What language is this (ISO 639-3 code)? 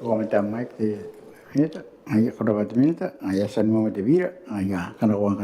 gil